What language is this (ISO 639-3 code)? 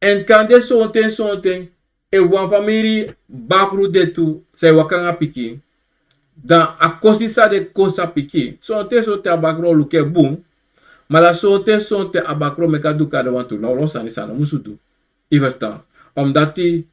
srn